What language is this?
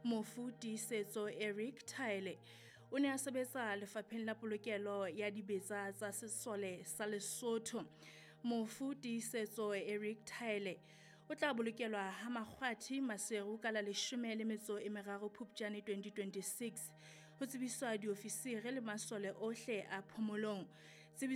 Southern Sotho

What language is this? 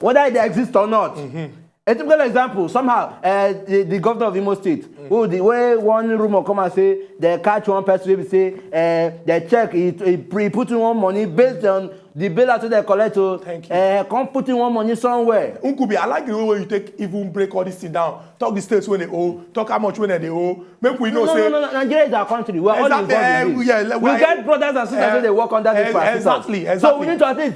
Nigerian Pidgin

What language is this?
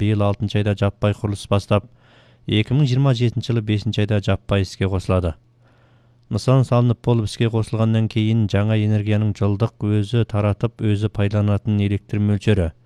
Kazakh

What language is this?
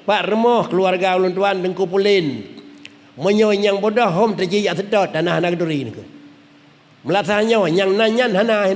Achinese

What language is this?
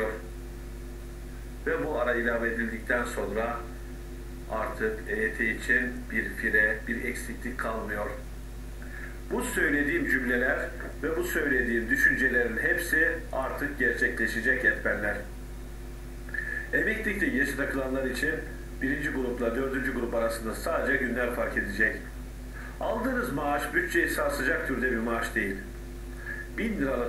Turkish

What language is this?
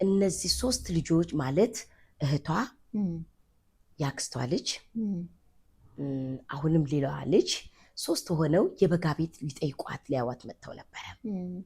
Amharic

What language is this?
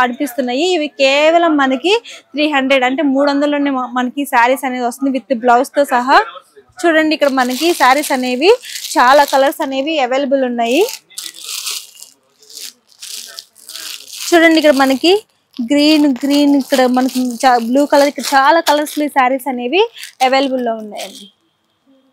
Telugu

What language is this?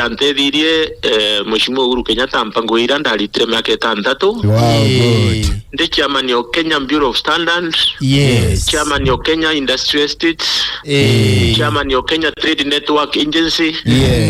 Meru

